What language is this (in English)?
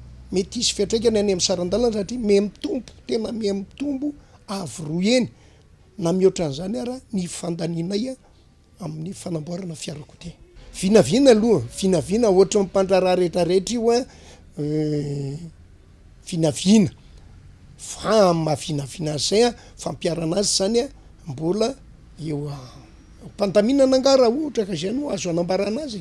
Malagasy